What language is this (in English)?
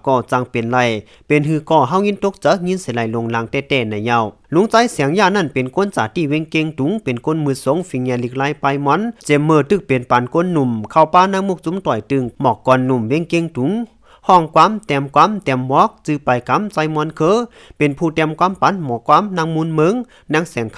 Shan